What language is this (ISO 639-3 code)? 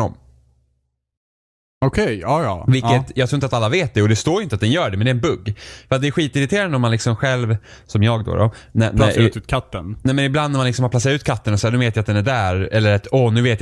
swe